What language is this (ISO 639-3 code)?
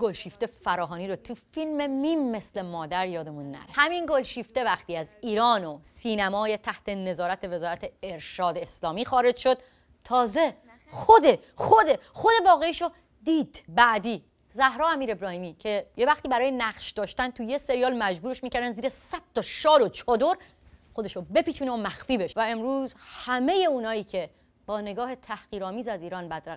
fas